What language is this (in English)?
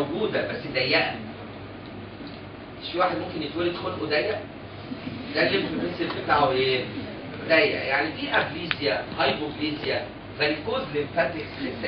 Egyptian Arabic